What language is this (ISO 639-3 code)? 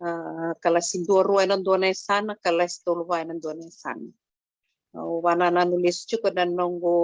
fij